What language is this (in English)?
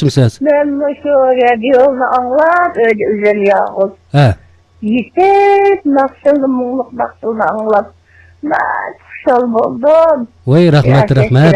Uyghur